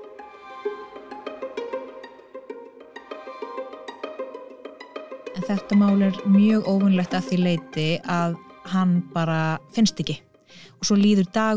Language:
Icelandic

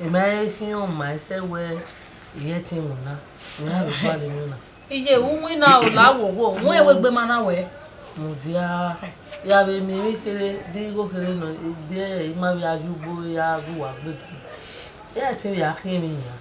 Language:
Bini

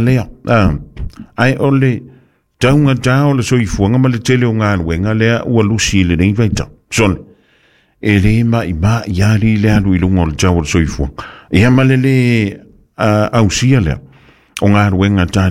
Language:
Samoan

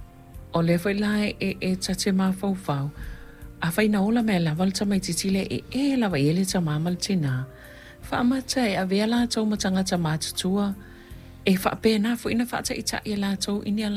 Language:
Samoan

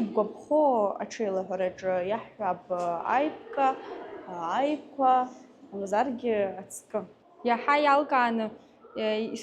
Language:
Abkhazian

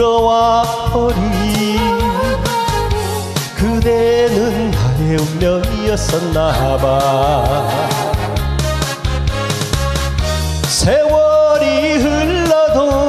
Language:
Korean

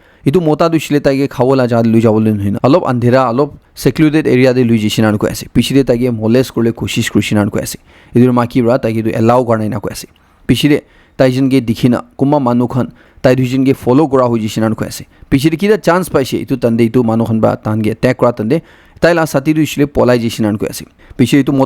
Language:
Naga Pidgin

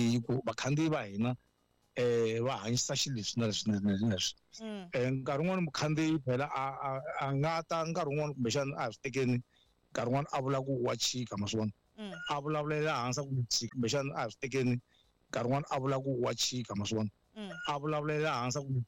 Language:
Tsonga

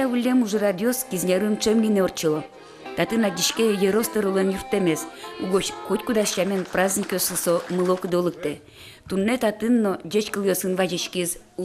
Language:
Udmurt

